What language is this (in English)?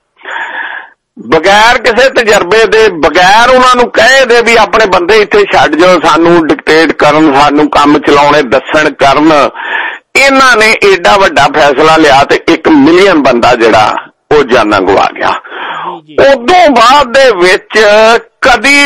Punjabi